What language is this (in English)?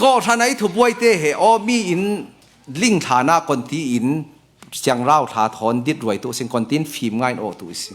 Falam Chin